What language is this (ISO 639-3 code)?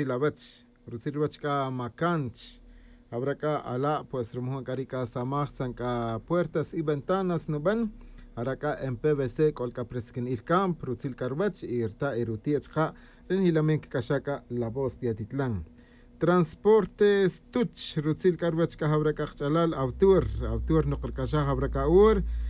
tzj